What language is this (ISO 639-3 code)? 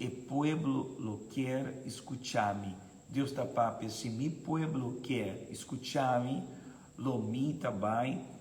pap